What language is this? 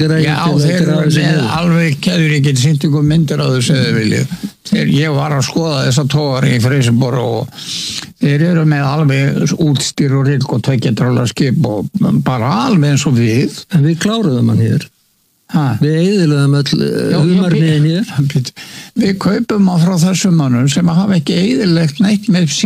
Icelandic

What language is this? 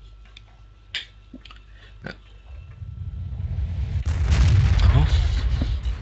Finnish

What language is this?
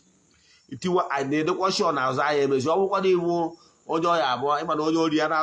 Igbo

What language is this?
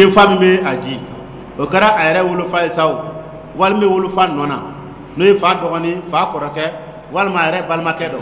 Dyula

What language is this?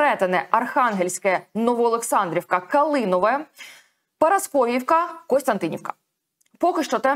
Ukrainian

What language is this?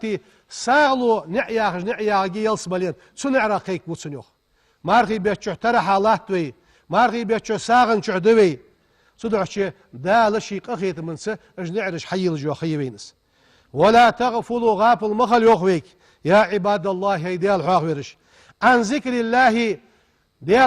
Ingush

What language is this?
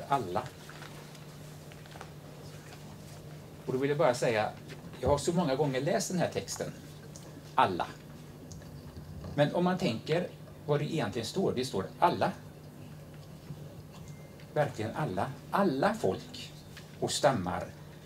Swedish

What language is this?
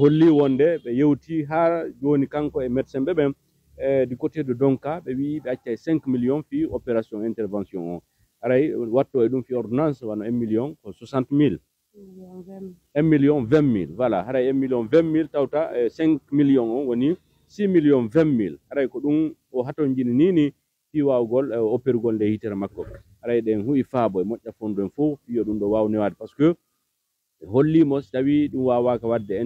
Fula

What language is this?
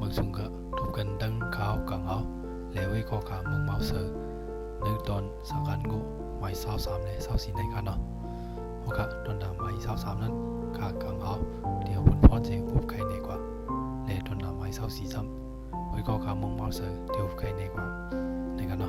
Shan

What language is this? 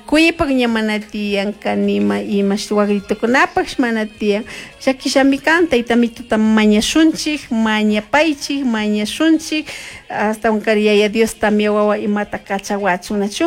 Chimborazo Highland Quichua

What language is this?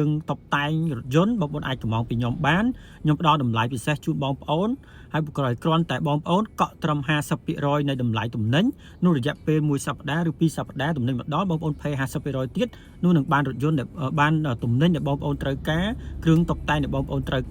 Khmer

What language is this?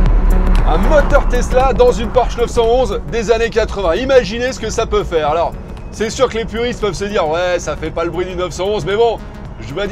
French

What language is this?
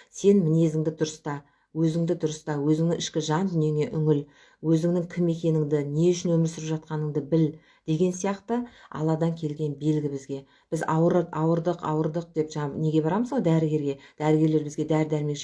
Kazakh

